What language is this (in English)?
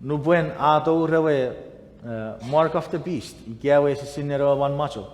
Chuukese